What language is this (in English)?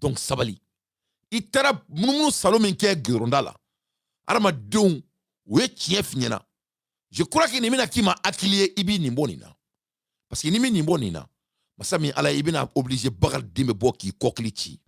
Bambara